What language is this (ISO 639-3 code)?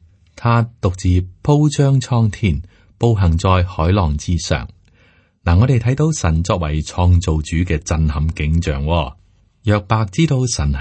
yue